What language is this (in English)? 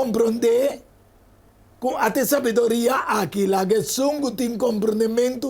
Papiamento